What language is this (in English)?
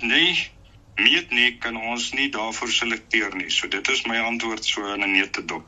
Afrikaans